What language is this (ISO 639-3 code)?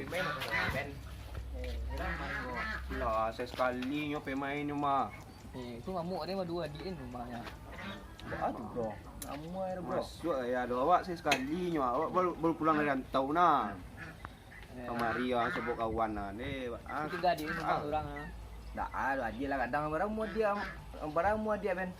min